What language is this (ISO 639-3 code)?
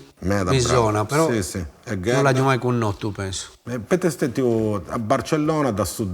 srd